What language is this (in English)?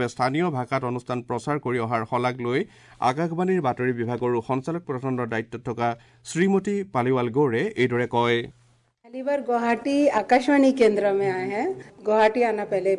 Assamese